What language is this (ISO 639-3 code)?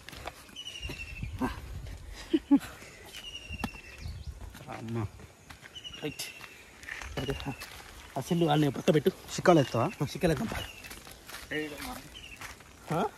tel